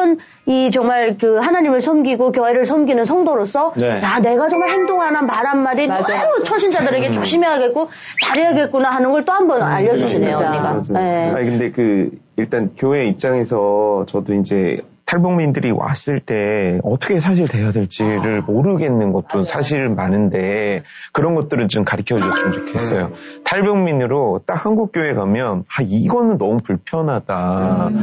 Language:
Korean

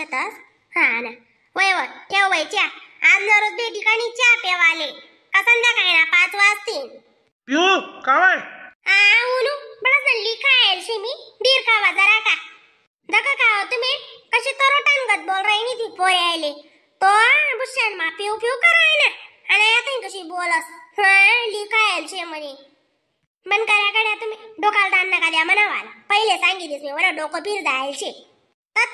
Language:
Khandesi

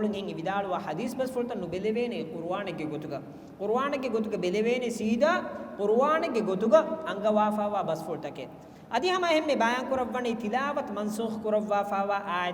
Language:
Divehi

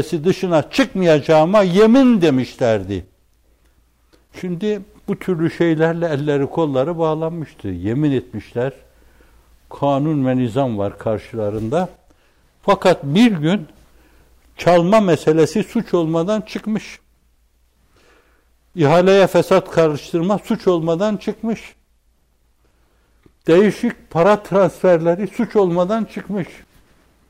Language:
Turkish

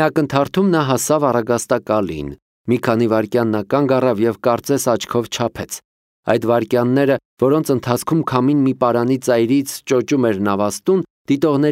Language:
Armenian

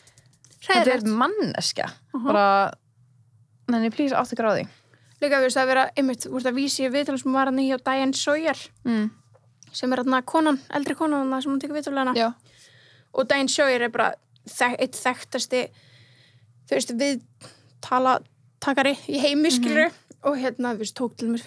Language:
Icelandic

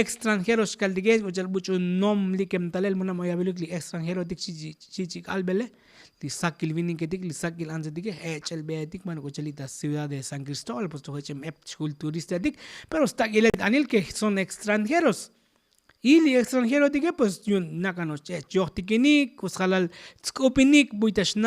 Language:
Tzotzil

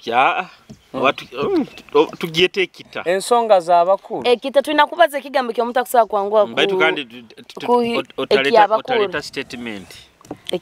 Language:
Nyoro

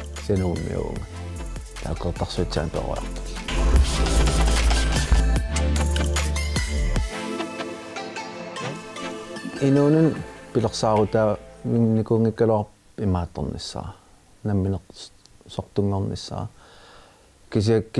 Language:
Kalaallisut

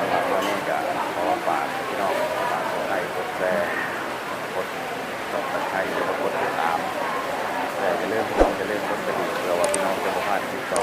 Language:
Northeastern Thai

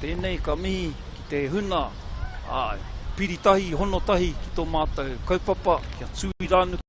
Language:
Māori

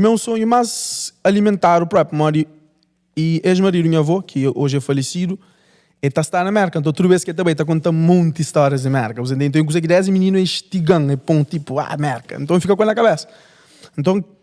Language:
Kabuverdianu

